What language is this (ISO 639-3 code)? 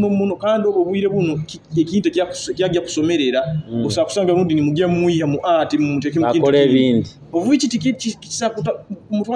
nyo